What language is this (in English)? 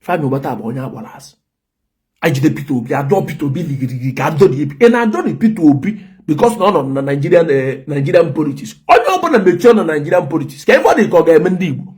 Igbo